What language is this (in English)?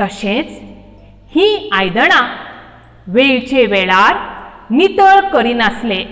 Konkani